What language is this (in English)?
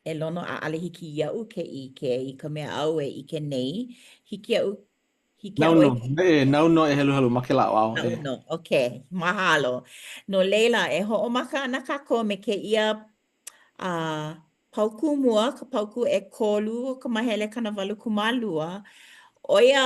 Hawaiian